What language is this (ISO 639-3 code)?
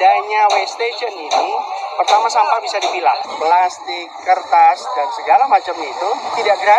ind